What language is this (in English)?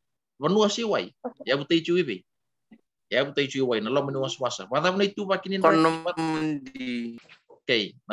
Fijian